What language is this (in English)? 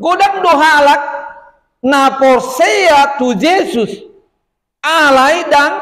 Batak Toba